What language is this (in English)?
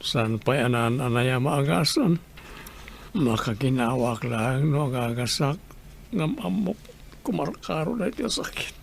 Iloko